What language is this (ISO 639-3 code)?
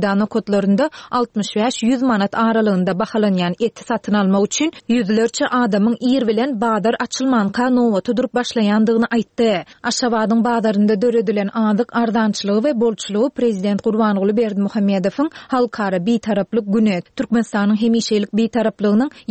tuk